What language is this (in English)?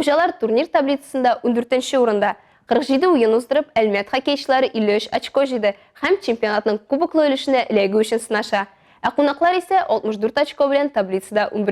Tatar